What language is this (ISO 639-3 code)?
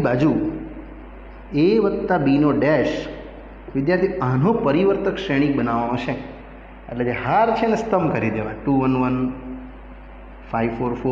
guj